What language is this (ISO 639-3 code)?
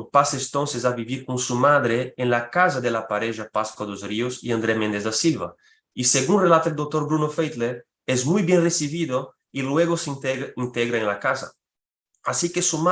lad